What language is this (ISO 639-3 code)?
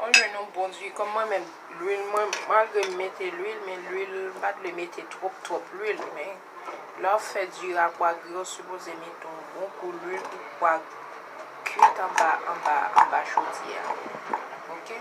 hat